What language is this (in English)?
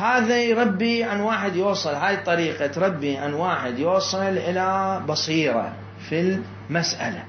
Mesopotamian Arabic